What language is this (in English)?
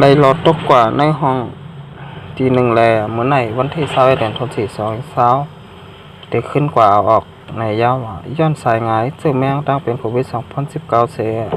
Shan